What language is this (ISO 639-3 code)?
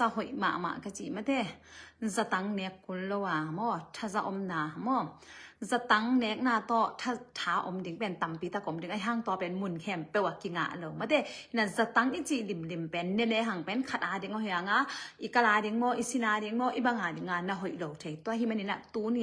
ctd